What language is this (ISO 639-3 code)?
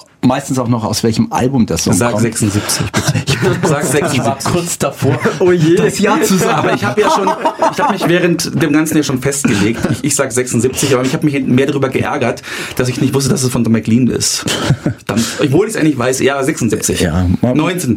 deu